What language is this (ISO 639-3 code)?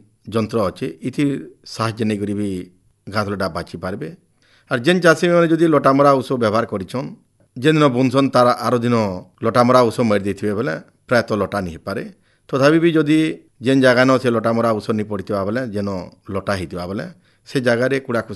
ori